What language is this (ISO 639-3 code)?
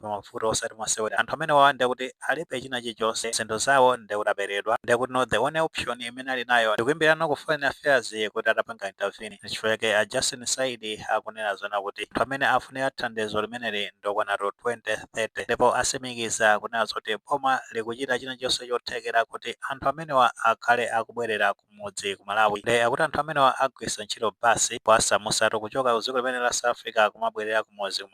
nya